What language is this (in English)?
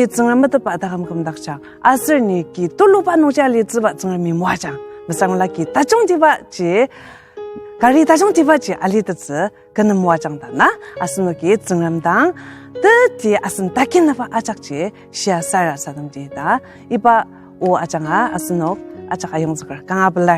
Ao Naga